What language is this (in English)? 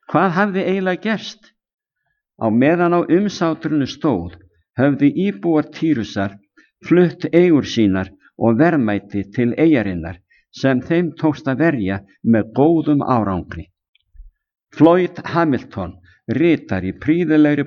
Icelandic